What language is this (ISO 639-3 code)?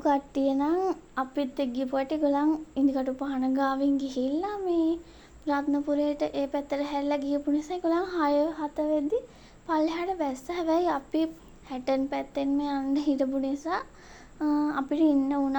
sin